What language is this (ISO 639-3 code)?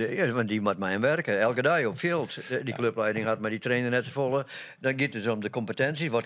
fry